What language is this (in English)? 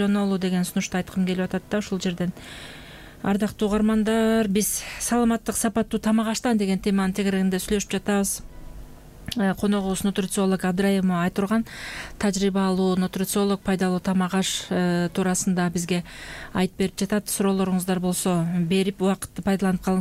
Kyrgyz